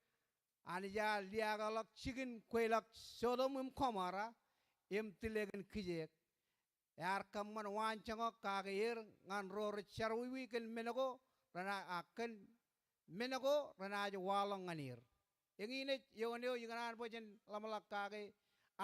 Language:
Marshallese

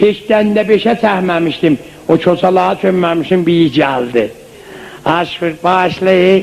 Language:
South Azerbaijani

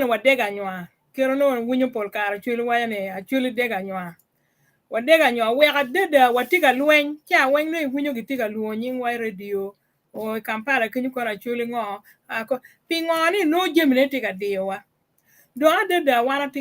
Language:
Acoli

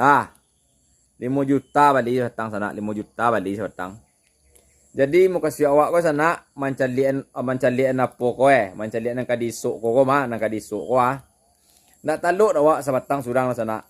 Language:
Minangkabau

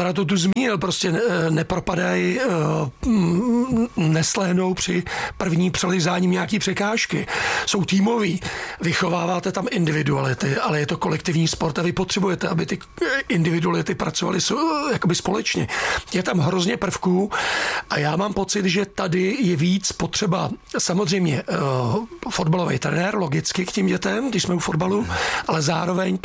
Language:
Czech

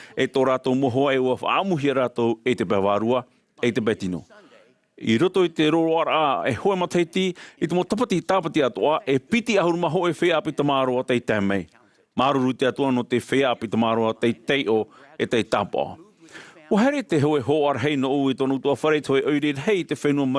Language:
Tahitian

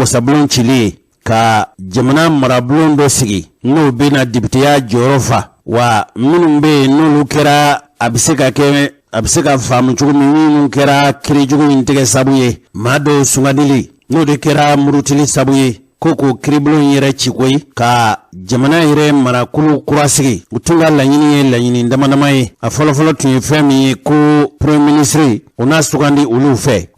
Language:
Bambara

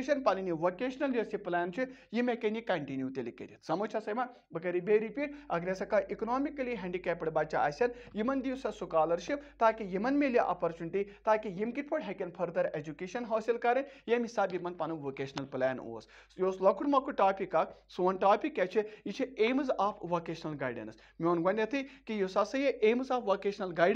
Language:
Kashmiri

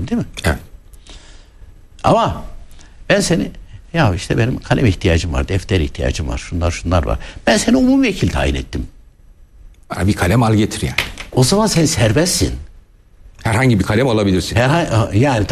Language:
Turkish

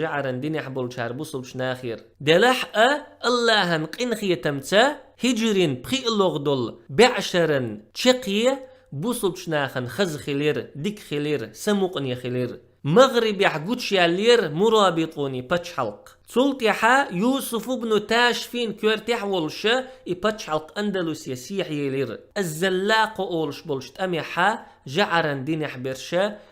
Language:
Chechen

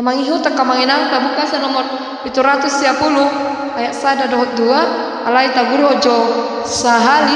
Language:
Batak Toba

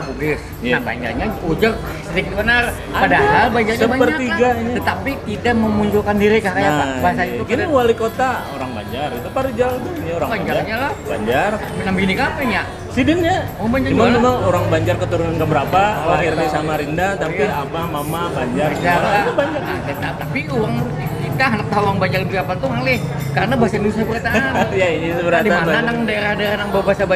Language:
Banjar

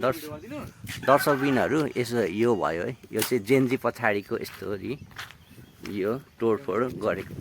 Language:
Nepali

